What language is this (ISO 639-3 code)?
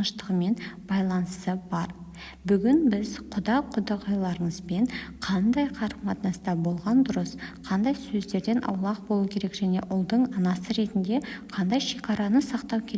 kaz